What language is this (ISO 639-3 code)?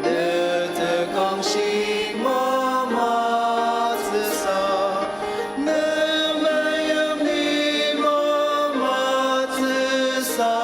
njo